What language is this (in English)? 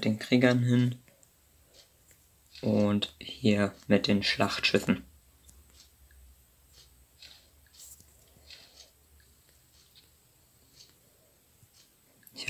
German